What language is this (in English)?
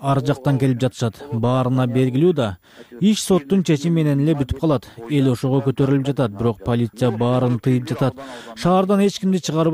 Kyrgyz